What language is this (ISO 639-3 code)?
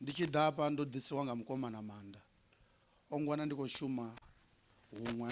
ven